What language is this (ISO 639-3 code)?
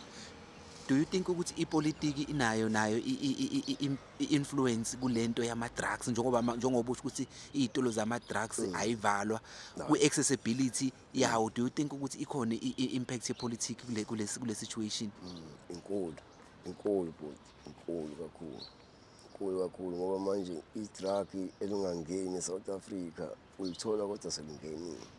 zul